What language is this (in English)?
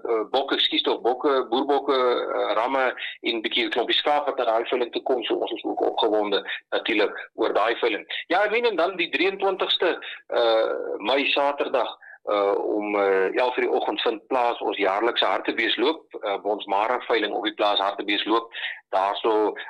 Afrikaans